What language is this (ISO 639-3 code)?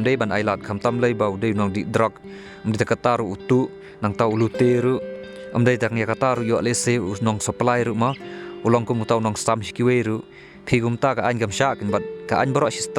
kha